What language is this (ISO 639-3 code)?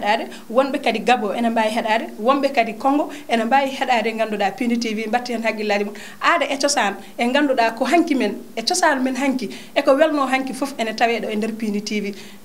ful